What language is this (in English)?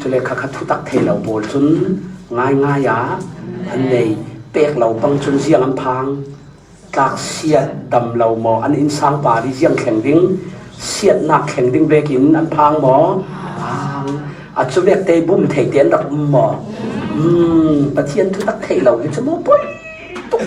Falam Chin